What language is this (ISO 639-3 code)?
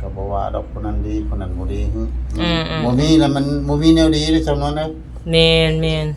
tts